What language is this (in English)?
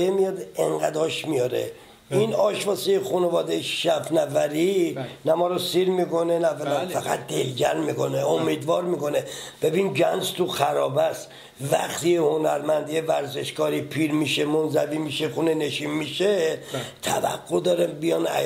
Persian